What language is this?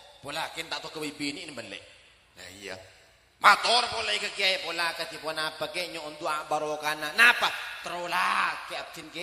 Madurese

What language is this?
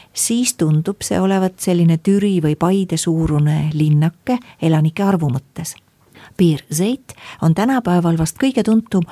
Estonian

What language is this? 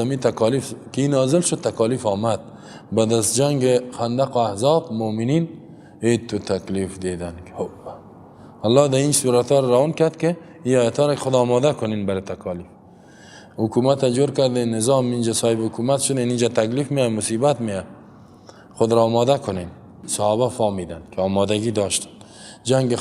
Persian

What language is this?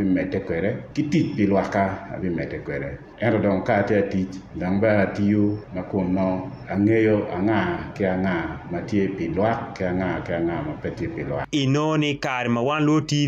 Acoli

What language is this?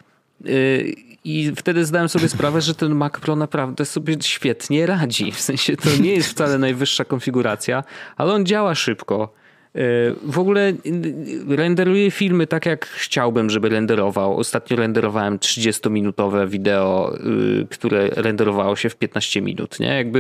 Polish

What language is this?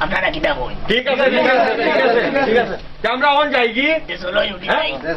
Sylheti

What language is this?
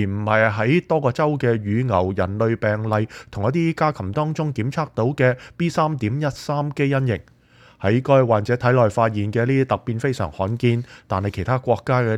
Cantonese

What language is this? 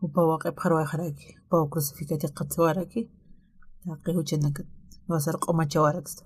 Aymara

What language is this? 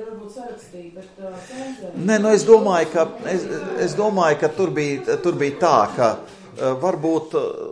Latvian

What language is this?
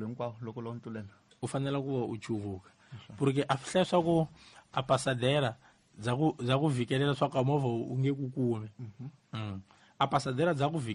Tsonga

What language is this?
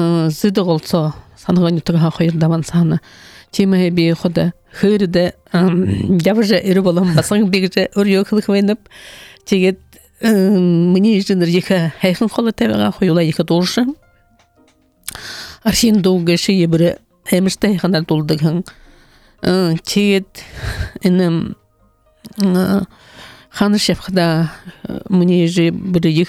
Buriat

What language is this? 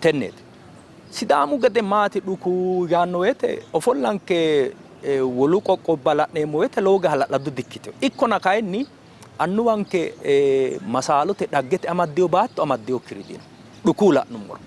Sidamo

